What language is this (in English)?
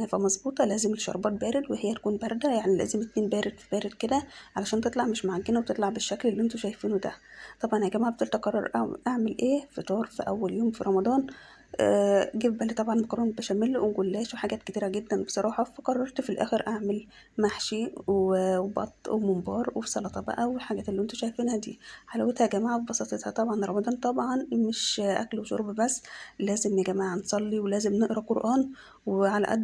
Egyptian Arabic